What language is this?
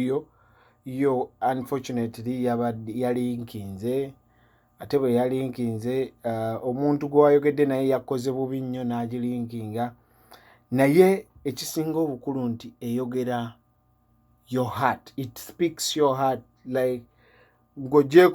Ganda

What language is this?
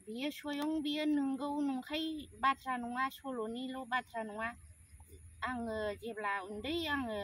Bodo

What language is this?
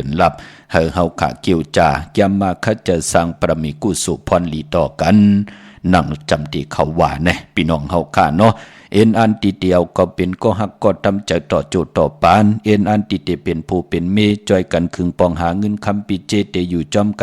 Shan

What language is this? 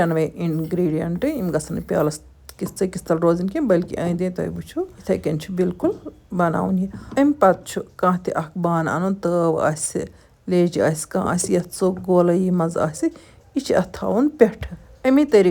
Kashmiri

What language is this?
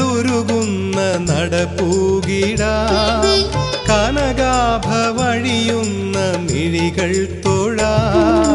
Malayalam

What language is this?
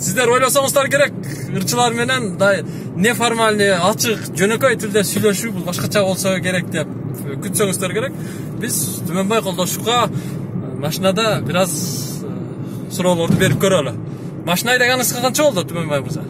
Kyrgyz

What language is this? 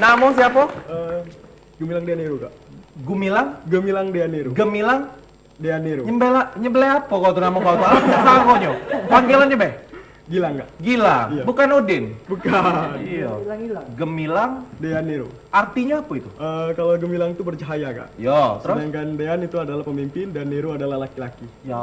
Musi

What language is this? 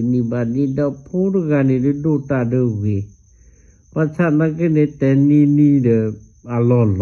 S'gaw Karen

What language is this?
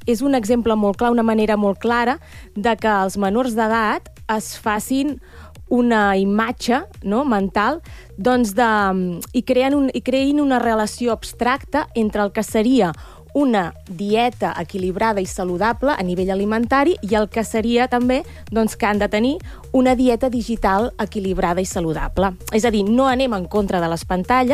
Catalan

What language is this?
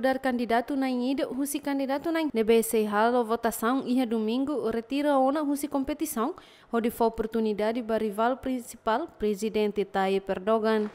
Tetum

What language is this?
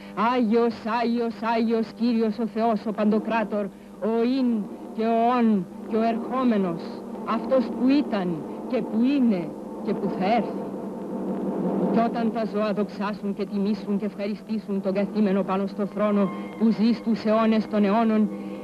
Greek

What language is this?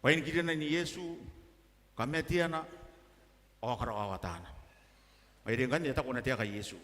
Gilbertese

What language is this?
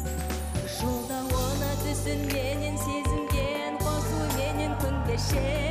Kazakh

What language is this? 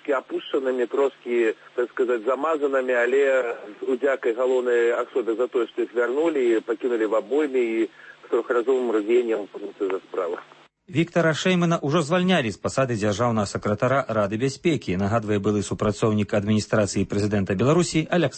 Belarusian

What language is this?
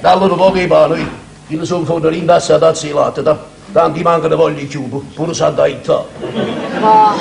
Neapolitan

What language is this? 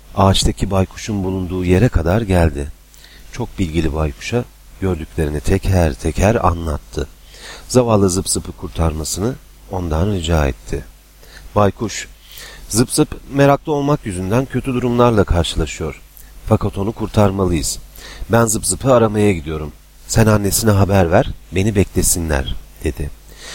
Turkish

